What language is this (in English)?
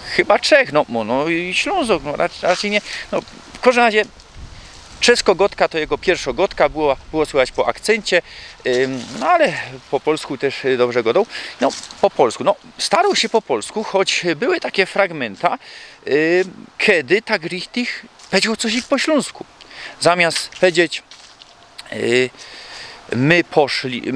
Silesian